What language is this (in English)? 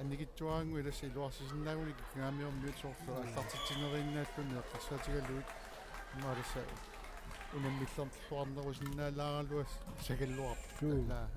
Kalaallisut